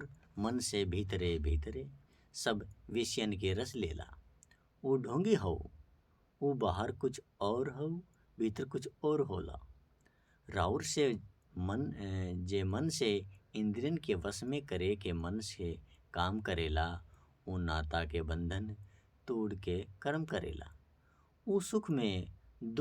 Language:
Bhojpuri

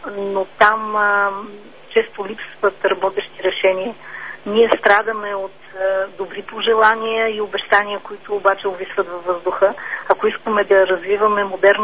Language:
Bulgarian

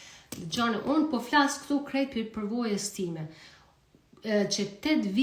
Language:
Albanian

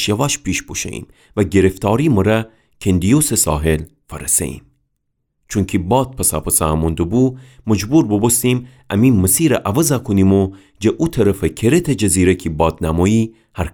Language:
Gilaki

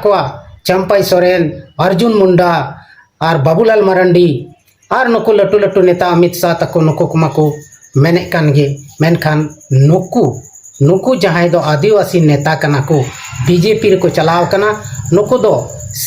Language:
Santali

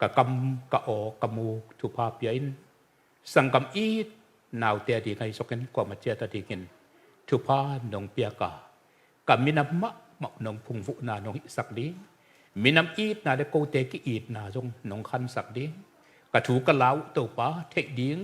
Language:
Tedim Chin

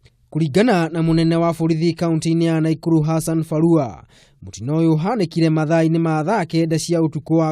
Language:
Kikuyu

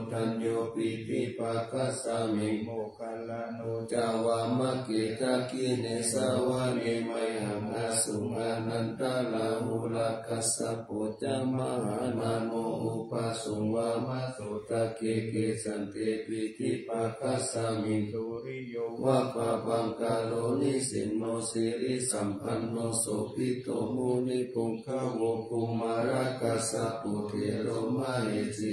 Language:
Pali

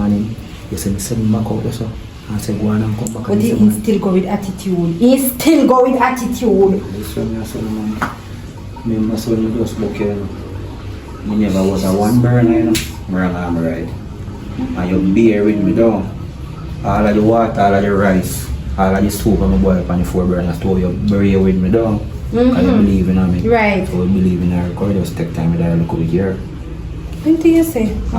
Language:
Jamaican Creole English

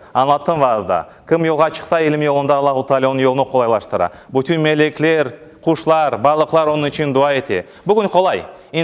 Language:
Crimean Tatar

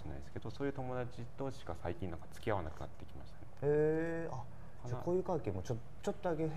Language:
Japanese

